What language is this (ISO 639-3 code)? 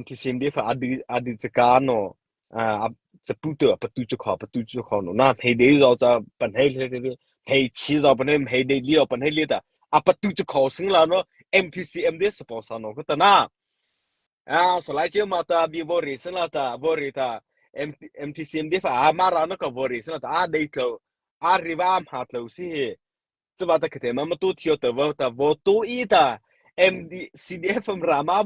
mrh